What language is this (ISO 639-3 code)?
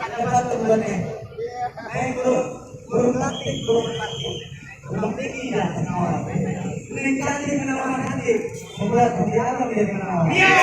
bew